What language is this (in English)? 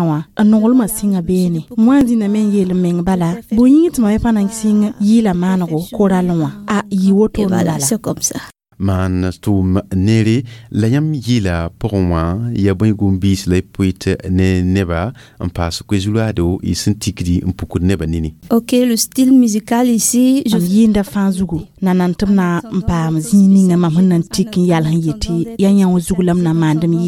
Mossi